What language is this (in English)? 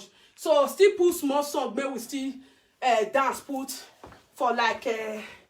Nigerian Pidgin